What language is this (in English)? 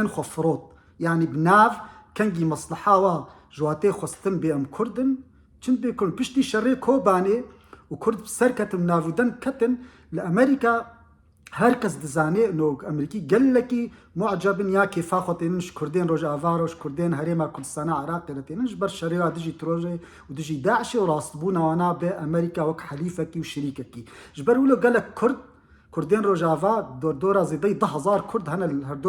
Kurdish